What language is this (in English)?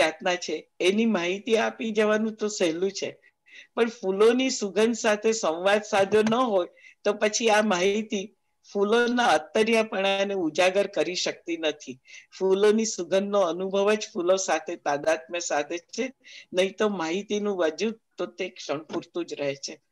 Gujarati